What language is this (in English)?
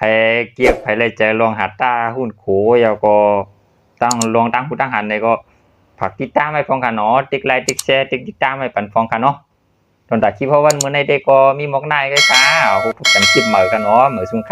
Shan